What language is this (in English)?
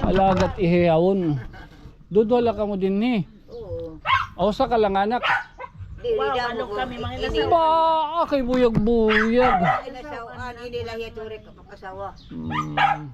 Waray